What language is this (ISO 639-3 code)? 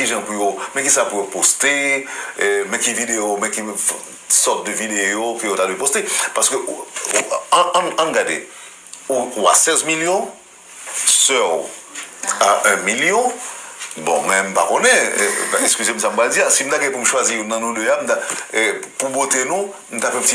hat